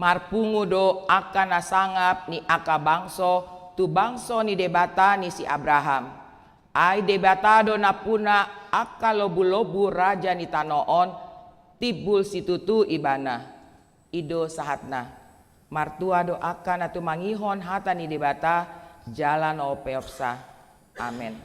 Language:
Batak Toba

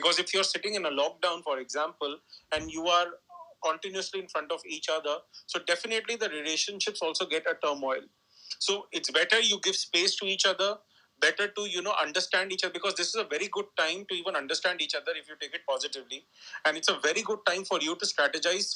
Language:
English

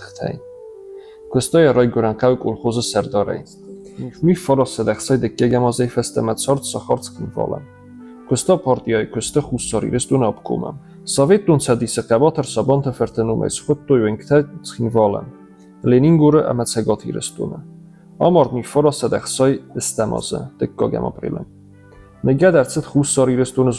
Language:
Ossetic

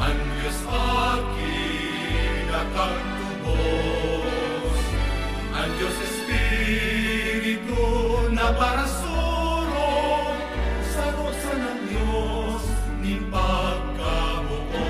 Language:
Bikol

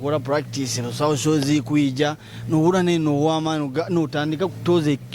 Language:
Nyoro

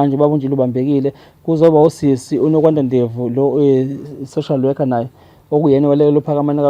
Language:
Zulu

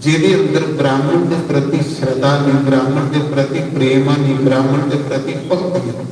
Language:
Dogri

